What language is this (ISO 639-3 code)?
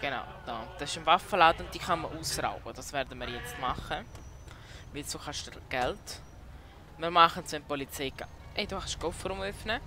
gsw